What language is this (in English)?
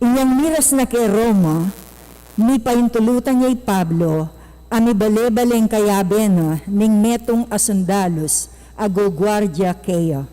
Pampanga